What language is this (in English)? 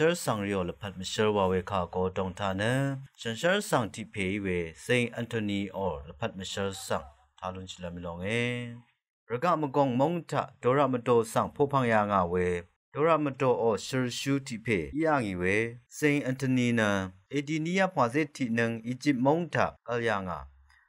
Rawang